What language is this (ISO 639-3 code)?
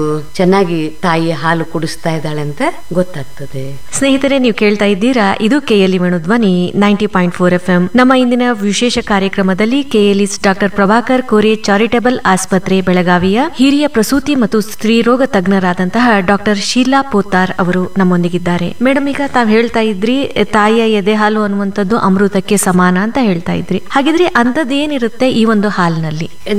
kan